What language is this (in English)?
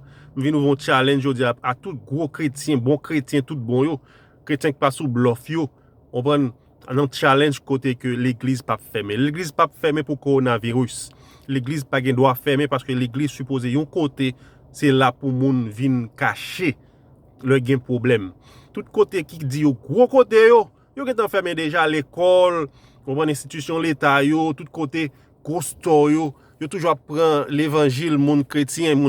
Haitian Creole